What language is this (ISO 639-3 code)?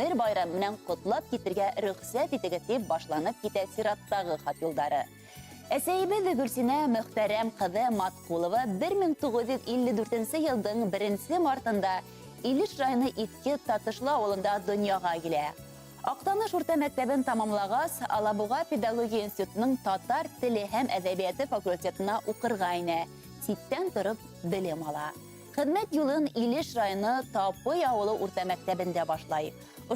bak